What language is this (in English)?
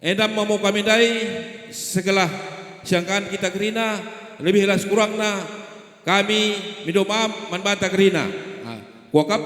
Batak Karo